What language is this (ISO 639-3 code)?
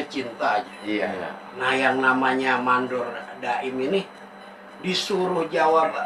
bew